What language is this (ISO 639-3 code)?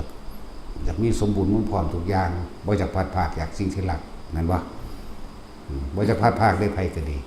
lao